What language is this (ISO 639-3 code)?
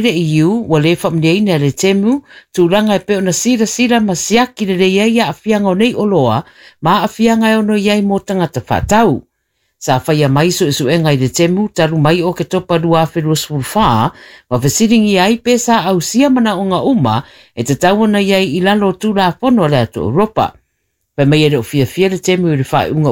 smo